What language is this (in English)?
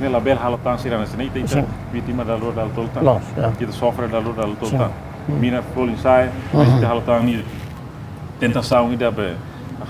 Tetum